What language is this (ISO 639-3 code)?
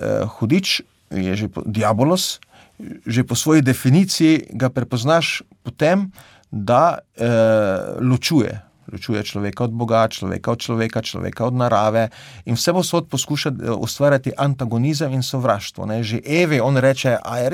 slv